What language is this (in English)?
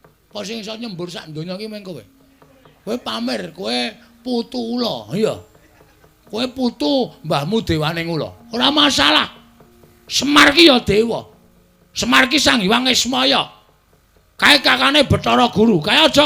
Javanese